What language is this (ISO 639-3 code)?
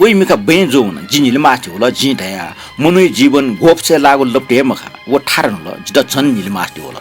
new